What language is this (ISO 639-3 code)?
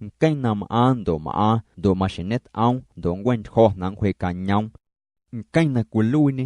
amu